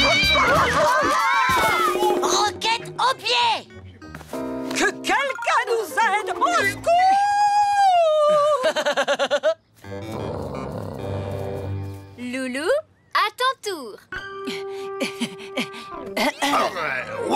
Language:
French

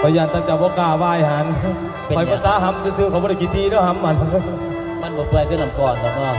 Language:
Northeastern Thai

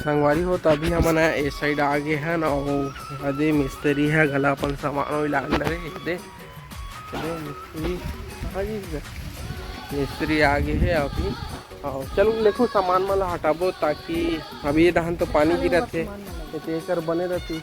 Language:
Chhattisgarhi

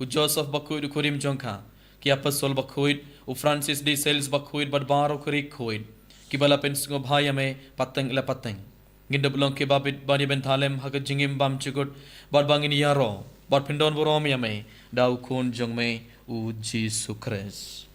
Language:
Khasi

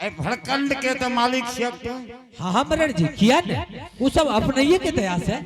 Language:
Angika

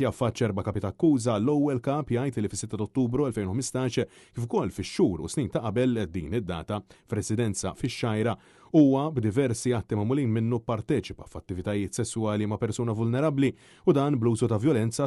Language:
Maltese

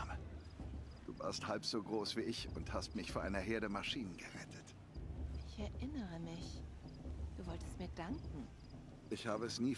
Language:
Swiss German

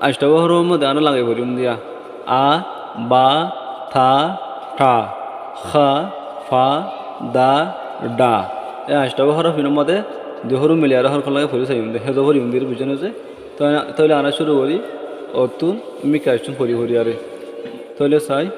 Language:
Rohingya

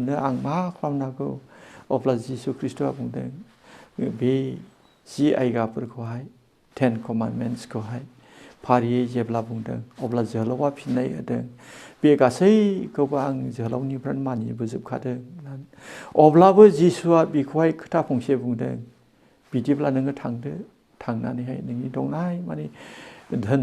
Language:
Bodo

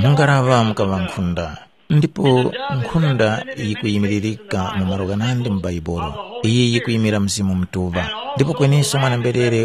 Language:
Tumbuka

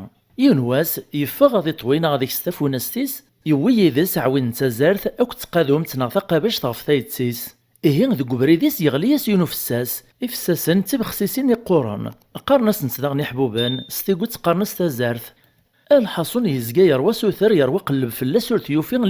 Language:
Kabyle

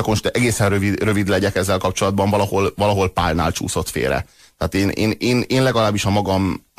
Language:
Hungarian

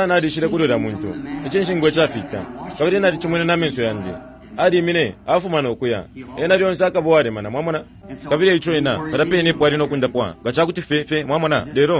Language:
Bemba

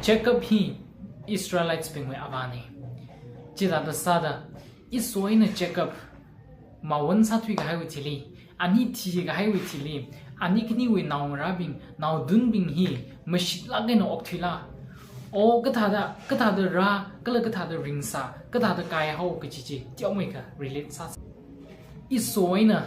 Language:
Tangkhul Naga (India)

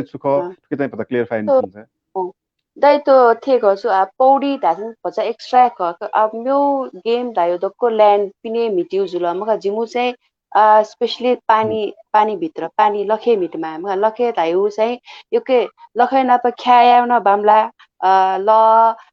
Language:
Newari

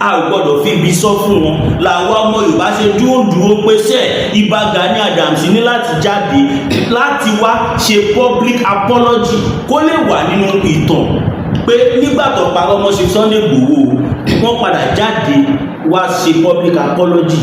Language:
Yoruba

